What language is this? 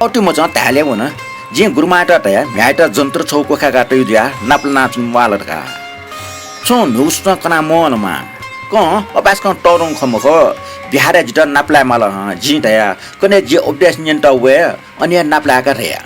Newari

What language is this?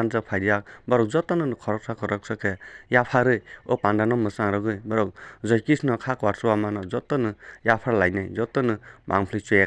Kok Borok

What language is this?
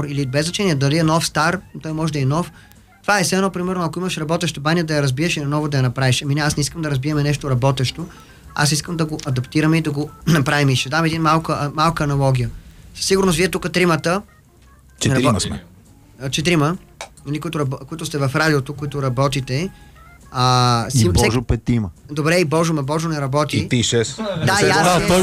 Bulgarian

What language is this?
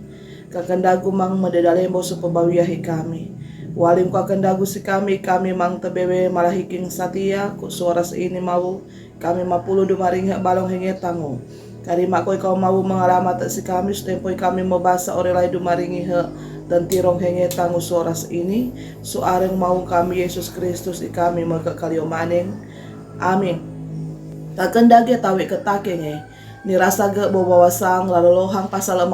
Sangir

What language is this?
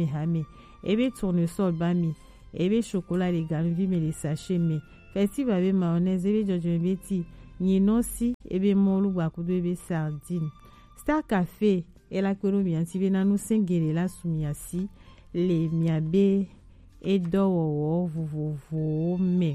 Gen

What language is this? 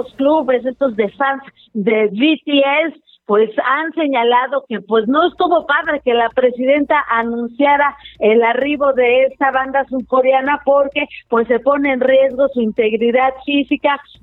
Spanish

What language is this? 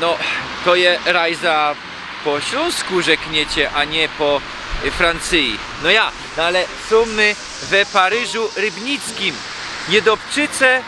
Silesian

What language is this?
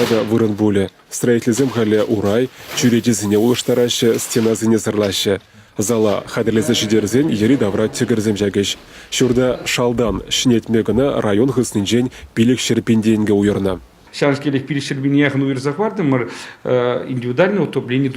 Chuvash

